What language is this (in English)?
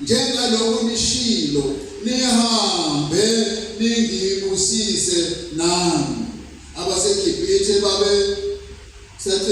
Zulu